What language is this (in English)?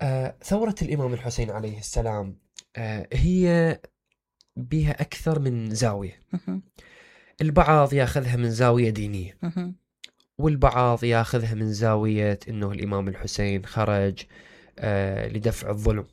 Mesopotamian Arabic